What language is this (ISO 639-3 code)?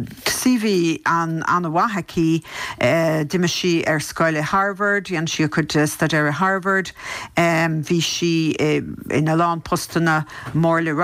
gle